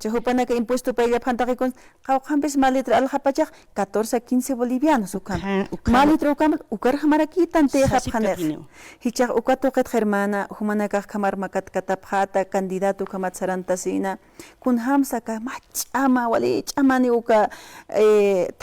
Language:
Aymara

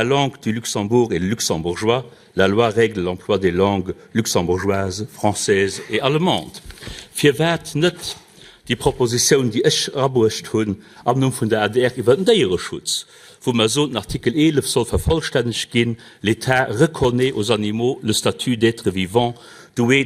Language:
Luxembourgish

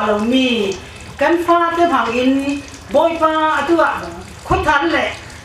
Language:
Falam Chin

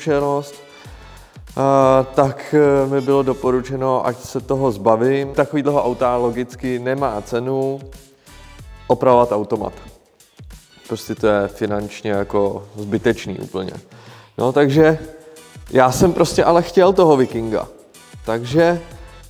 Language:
Czech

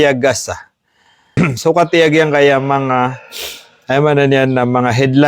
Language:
Maranao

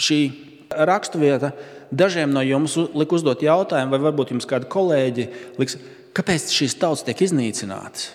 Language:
Latvian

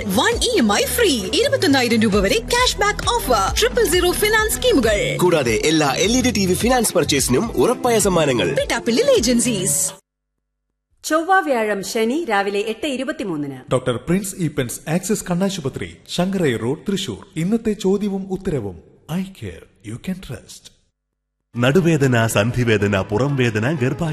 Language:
Malayalam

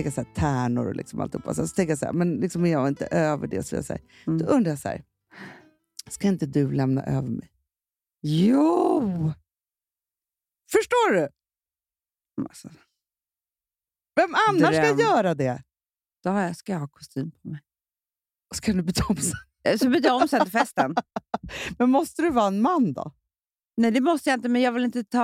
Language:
Swedish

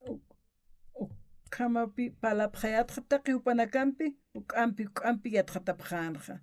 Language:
Aymara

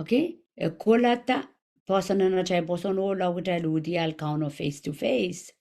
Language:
Pohnpeian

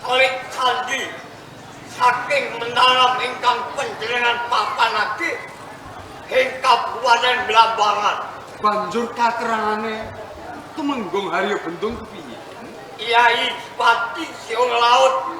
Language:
Javanese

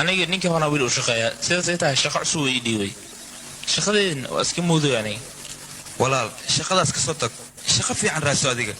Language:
Somali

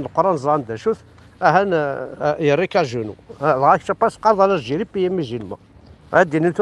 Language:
Kabyle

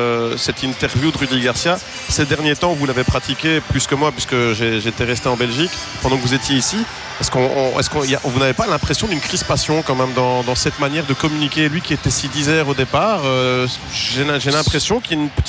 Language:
French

